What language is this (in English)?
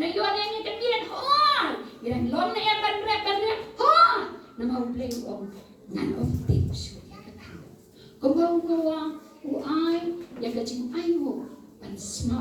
Khasi